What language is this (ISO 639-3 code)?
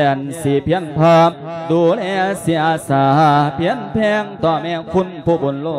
lao